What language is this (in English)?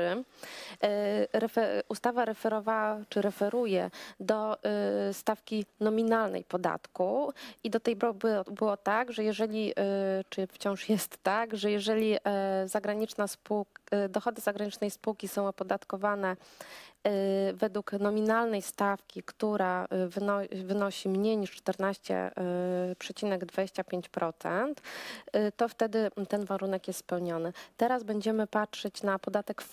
Polish